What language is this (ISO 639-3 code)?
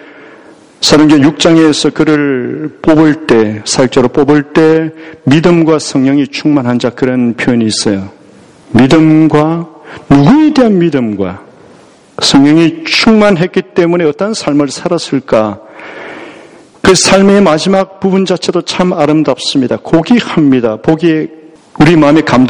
kor